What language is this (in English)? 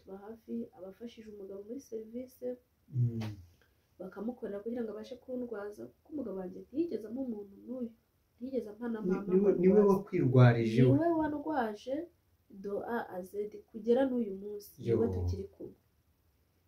Kinyarwanda